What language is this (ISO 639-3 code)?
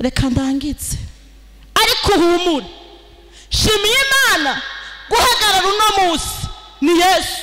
run